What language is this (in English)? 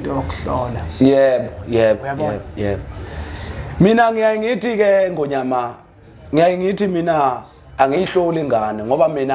Zulu